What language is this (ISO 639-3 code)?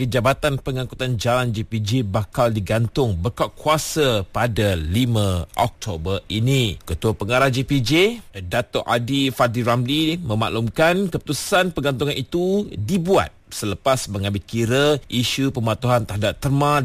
msa